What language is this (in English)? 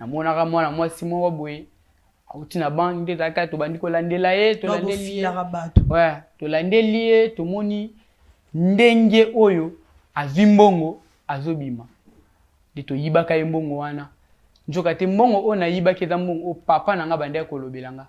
Lingala